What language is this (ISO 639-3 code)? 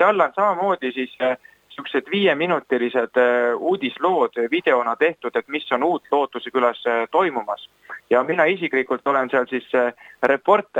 est